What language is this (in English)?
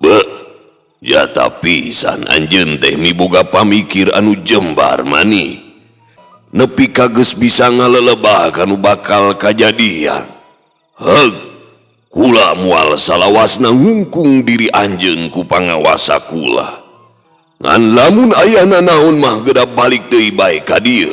Sundanese